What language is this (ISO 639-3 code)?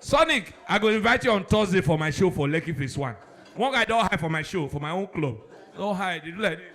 pcm